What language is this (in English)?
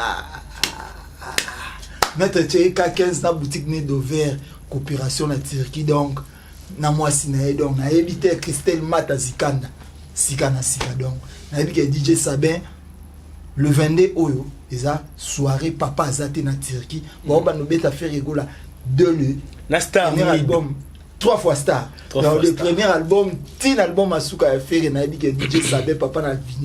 Lingala